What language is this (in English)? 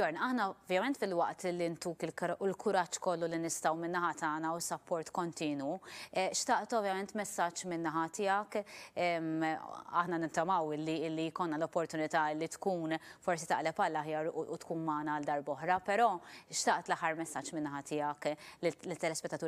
Maltese